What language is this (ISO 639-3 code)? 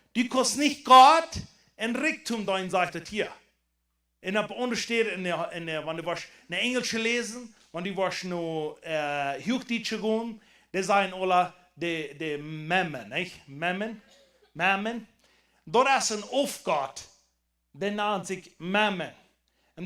pdt